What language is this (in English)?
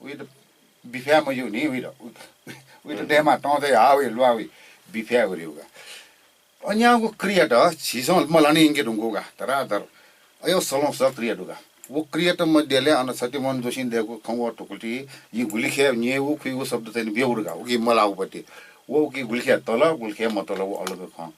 Newari